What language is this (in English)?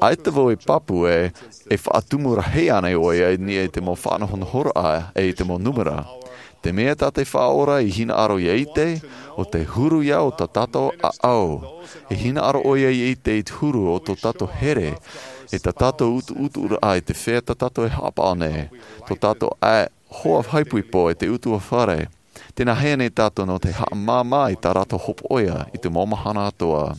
Tahitian